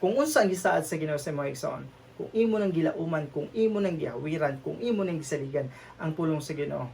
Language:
Cebuano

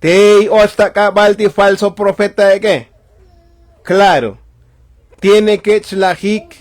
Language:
Tzotzil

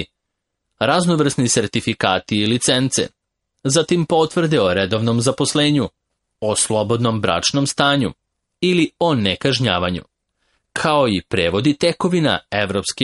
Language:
Serbian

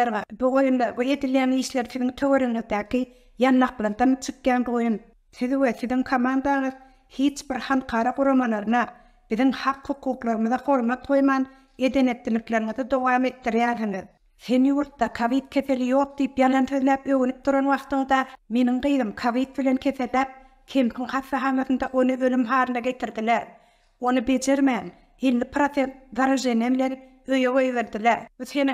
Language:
Turkmen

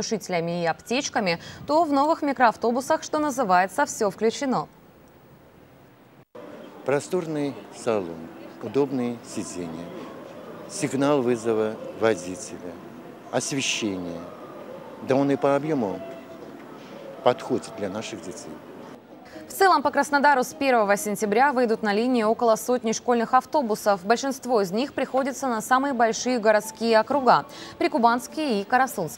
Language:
Russian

